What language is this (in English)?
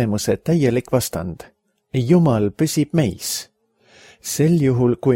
Estonian